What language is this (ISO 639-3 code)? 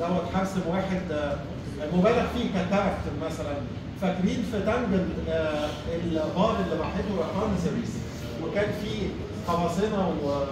arz